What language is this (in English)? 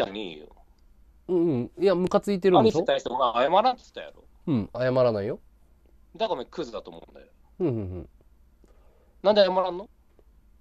Japanese